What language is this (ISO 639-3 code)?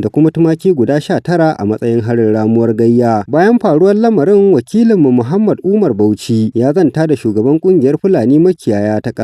hau